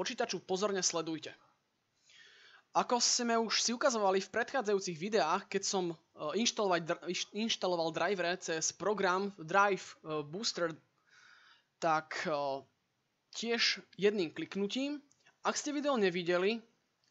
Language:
Slovak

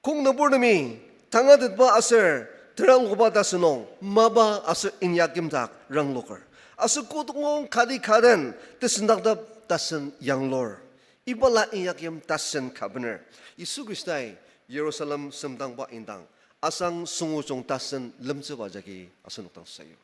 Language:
Ao Naga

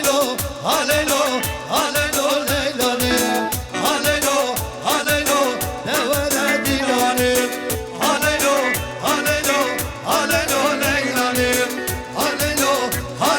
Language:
Kurdish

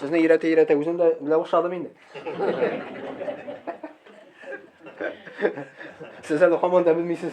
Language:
Tatar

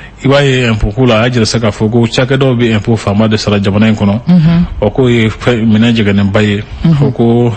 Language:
Bambara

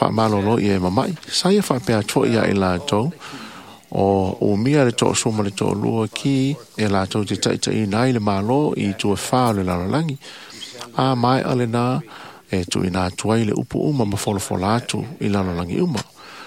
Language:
Samoan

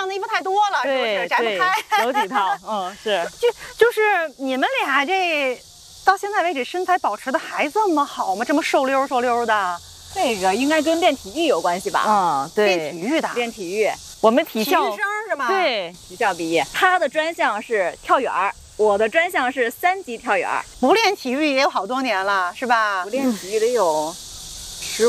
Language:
Chinese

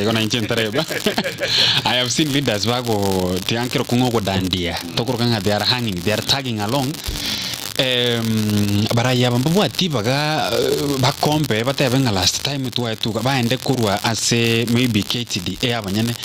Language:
Gusii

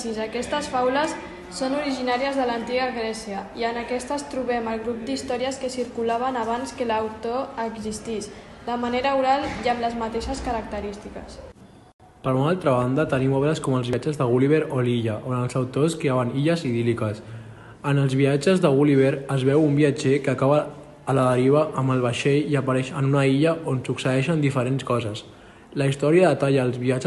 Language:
Catalan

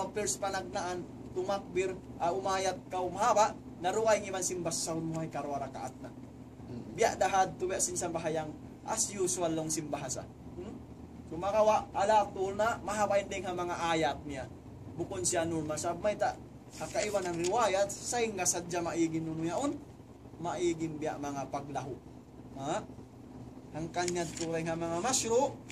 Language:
Tausug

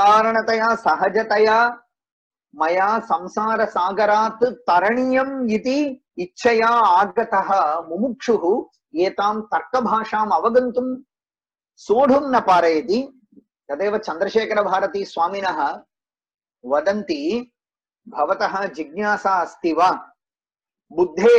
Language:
Sanskrit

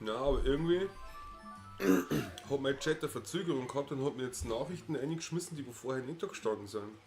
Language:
Bavarian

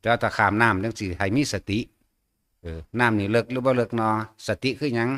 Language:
Northeastern Thai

